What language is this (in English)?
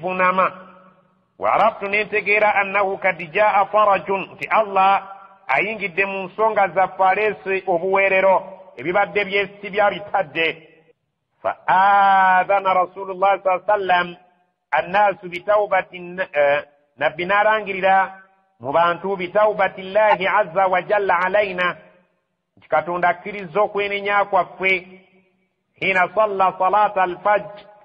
Ganda